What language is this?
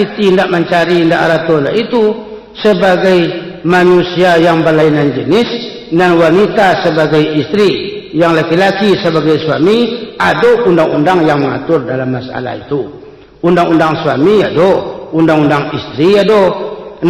Minangkabau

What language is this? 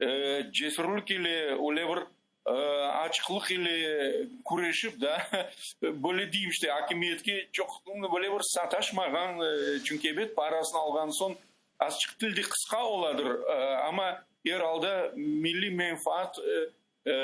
Crimean Tatar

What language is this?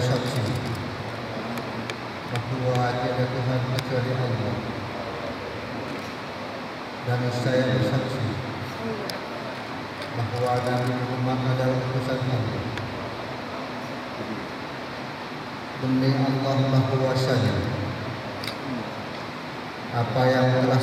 Indonesian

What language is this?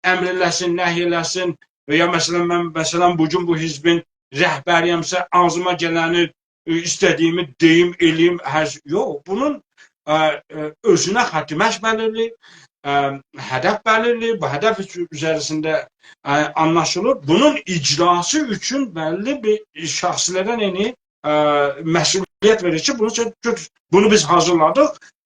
South Azerbaijani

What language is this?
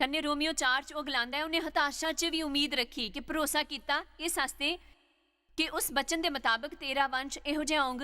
Dogri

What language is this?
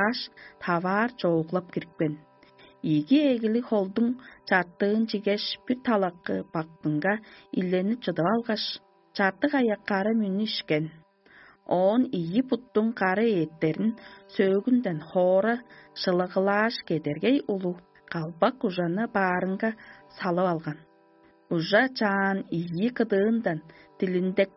Tuvinian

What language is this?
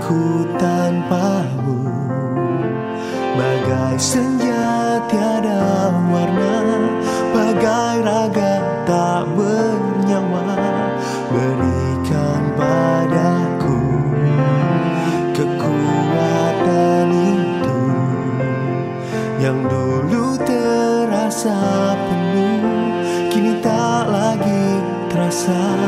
Indonesian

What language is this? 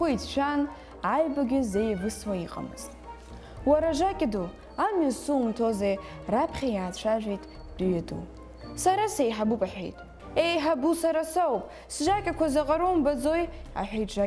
Abkhazian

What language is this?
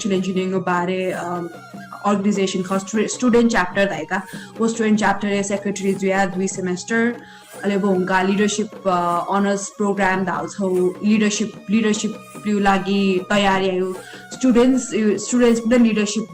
Newari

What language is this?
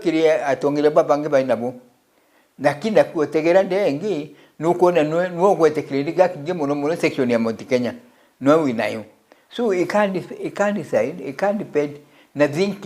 Meru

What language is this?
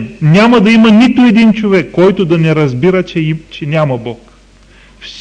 Bulgarian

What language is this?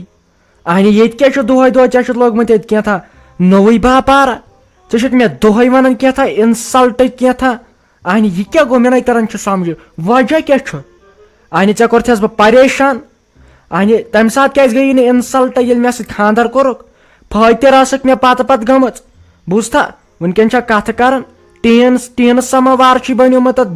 Kashmiri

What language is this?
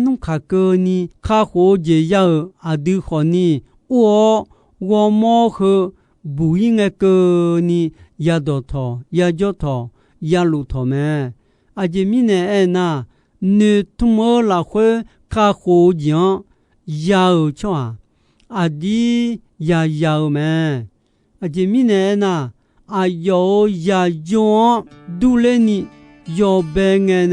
Akha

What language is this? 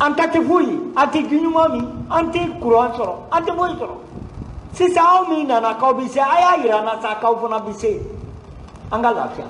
Bambara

